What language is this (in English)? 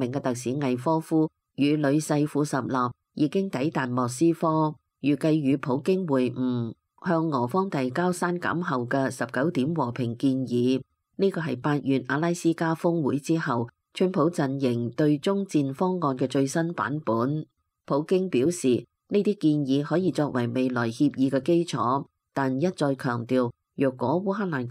Cantonese